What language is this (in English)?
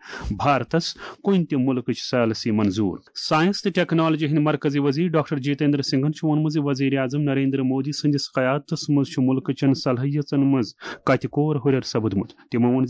Kashmiri